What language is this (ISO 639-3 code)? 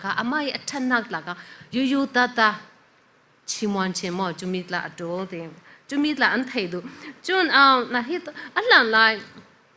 cfm